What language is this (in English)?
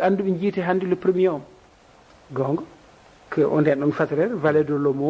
Fula